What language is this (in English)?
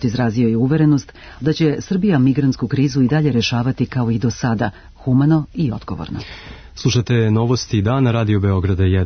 Serbian